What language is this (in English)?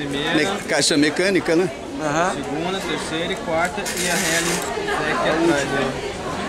Portuguese